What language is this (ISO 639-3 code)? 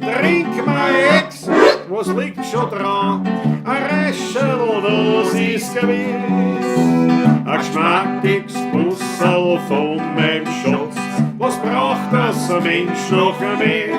bar